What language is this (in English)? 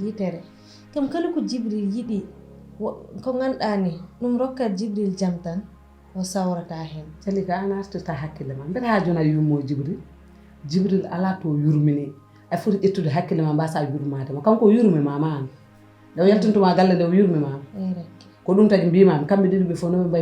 Fula